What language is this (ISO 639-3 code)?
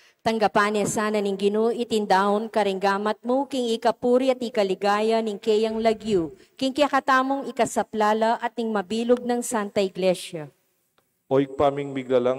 pam